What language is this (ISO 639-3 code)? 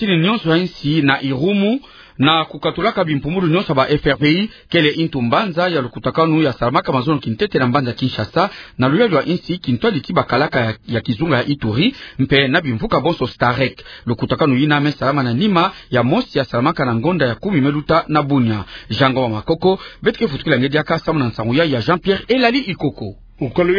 ktu